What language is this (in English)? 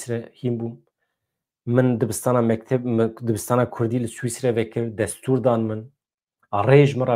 Kurdish